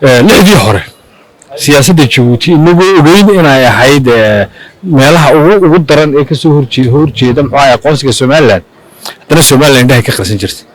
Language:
Somali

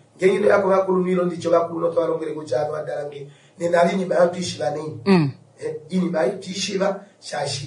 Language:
Kuanyama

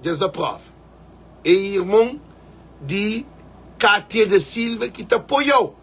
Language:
Kabuverdianu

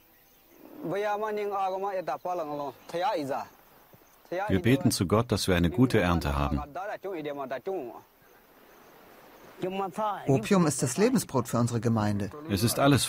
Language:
German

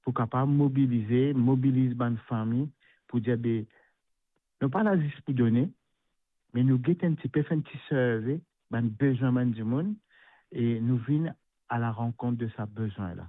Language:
Morisyen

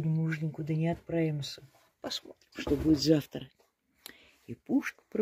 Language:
Russian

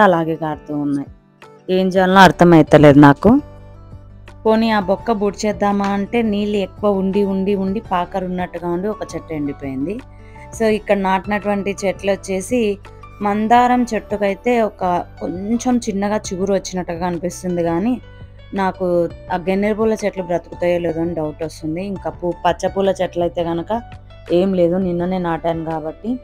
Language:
Telugu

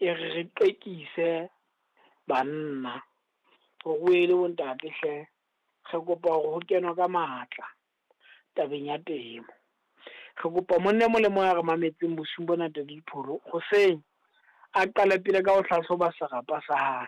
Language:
Southern Sotho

